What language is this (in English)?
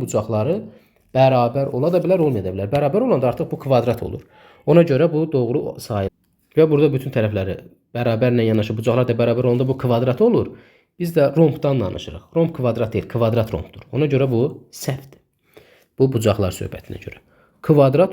Azerbaijani